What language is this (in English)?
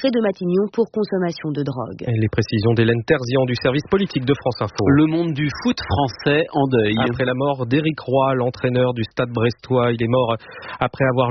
French